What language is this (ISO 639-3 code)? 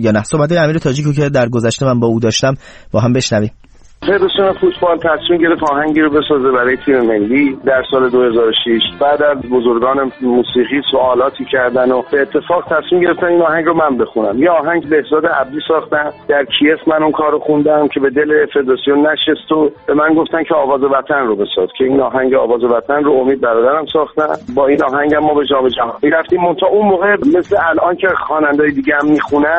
fas